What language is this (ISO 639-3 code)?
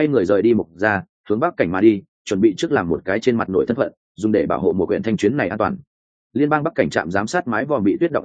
vie